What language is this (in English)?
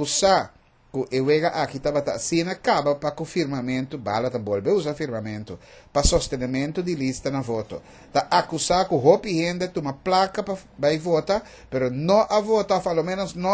Papiamento